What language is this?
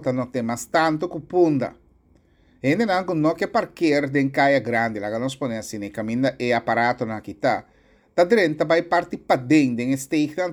Papiamento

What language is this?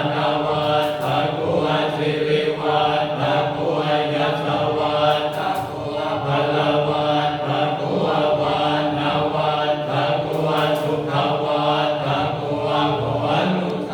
Pali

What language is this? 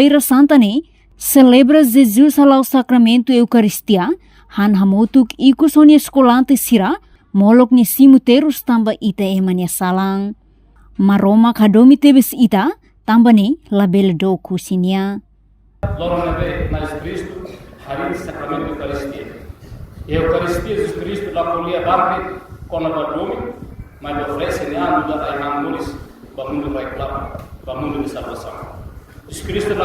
Tetum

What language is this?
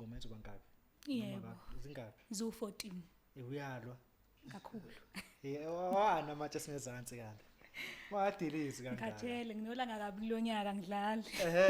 Zulu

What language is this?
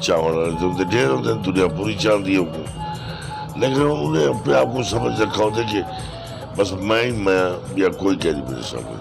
Saraiki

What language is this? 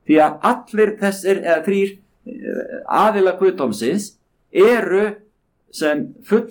Icelandic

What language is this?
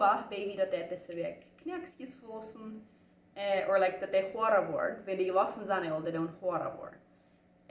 Plautdietsch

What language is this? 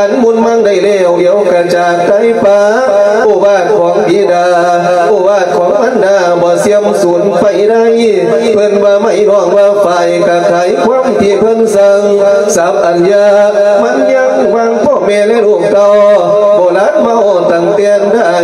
Lao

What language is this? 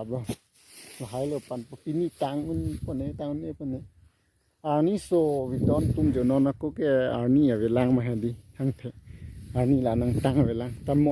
Karbi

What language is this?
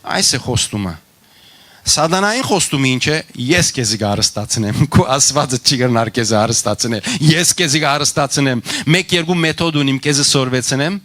Western Armenian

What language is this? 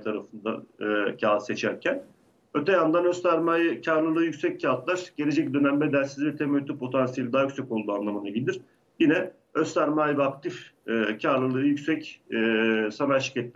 Turkish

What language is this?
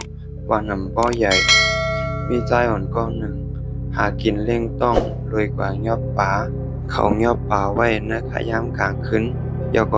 Shan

